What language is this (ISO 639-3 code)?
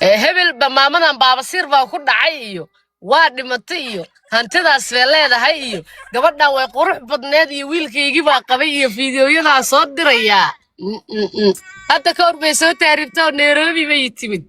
som